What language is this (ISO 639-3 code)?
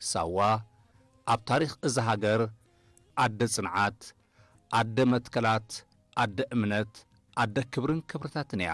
tir